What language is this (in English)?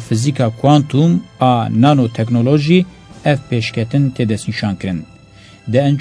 Kurdish